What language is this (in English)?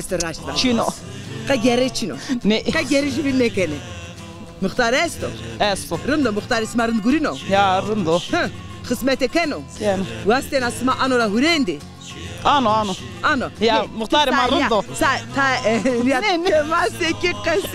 Zaza